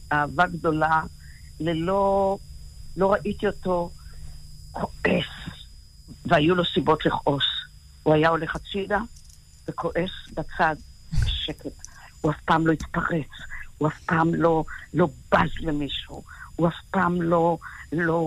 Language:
Hebrew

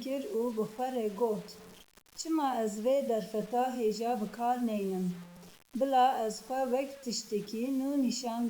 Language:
Kurdish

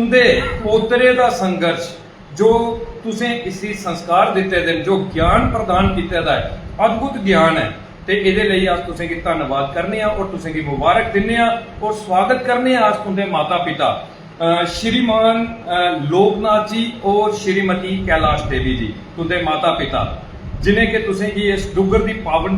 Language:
Dogri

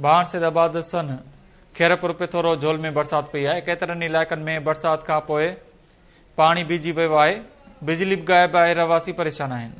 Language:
Sindhi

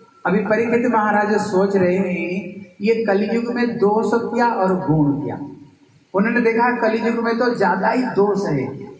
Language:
Hindi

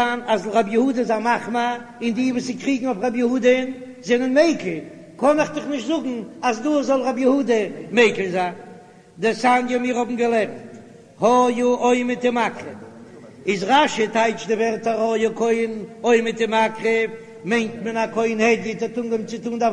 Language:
Yiddish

